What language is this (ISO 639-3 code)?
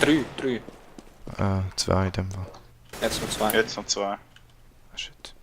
gsw